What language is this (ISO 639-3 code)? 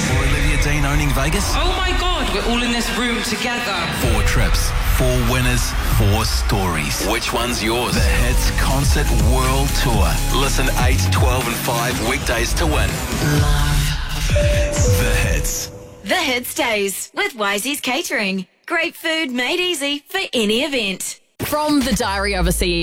eng